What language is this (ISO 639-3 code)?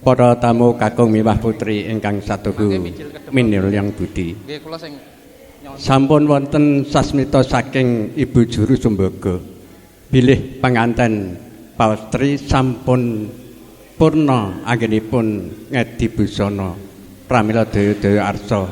jav